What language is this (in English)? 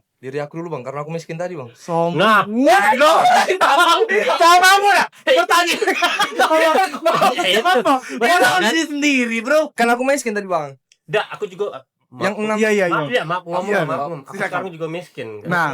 Musi